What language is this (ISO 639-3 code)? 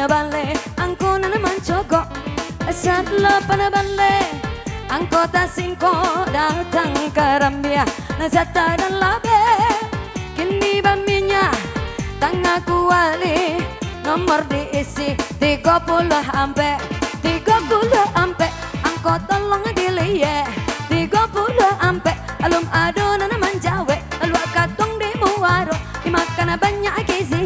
min